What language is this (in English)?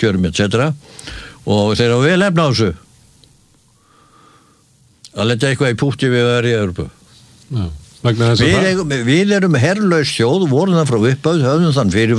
Icelandic